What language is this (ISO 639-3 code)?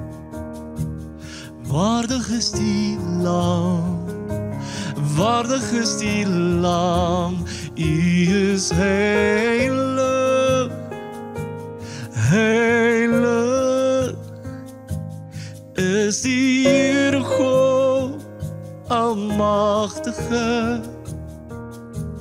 afr